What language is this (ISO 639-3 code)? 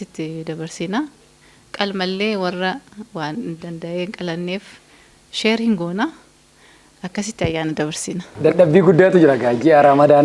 orm